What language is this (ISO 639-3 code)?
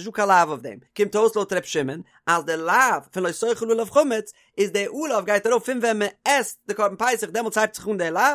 yid